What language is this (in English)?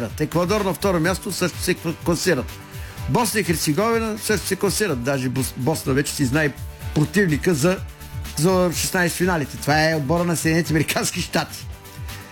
Bulgarian